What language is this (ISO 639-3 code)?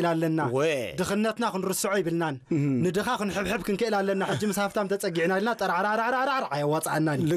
tir